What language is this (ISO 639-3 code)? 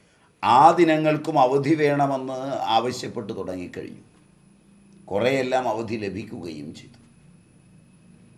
mal